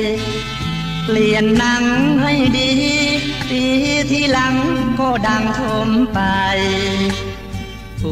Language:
Thai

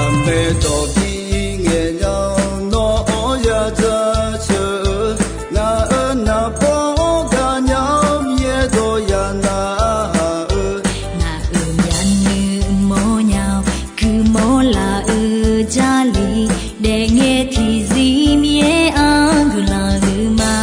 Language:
Akha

